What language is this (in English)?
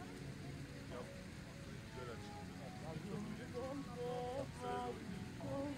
Turkish